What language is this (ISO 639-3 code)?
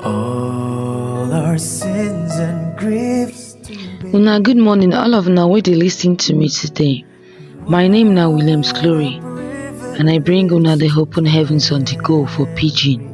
pcm